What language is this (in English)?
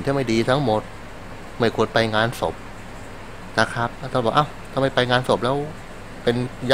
Thai